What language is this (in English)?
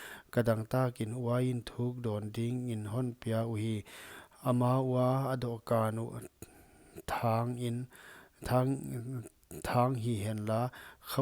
Paite Chin